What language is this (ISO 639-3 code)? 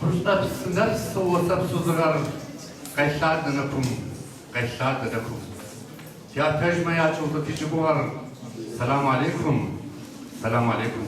kbd